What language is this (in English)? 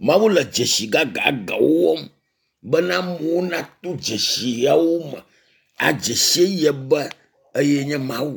Ewe